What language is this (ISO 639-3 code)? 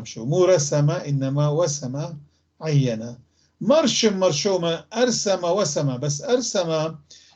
apc